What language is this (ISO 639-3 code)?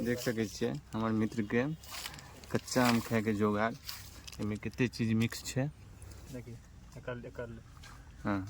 mai